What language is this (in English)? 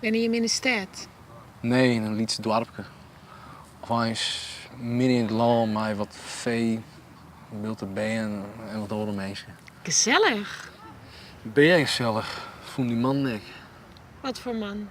Western Frisian